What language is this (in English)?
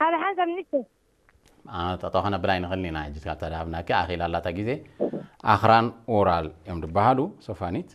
Tigrinya